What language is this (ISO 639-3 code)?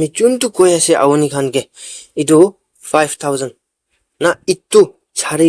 nag